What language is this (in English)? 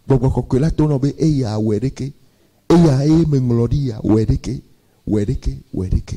Ewe